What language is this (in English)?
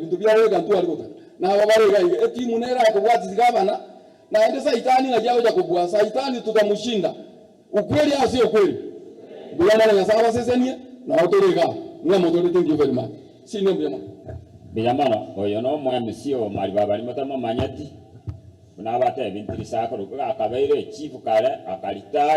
Gusii